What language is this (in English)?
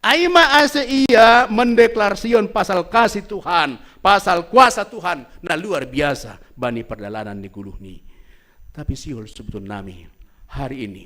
Batak Simalungun